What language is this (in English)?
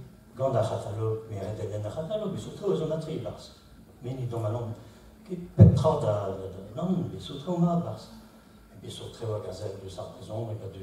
Breton